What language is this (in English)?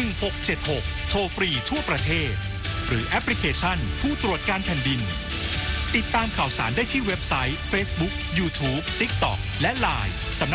Thai